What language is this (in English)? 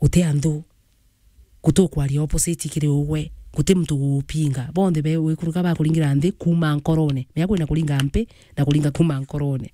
Meru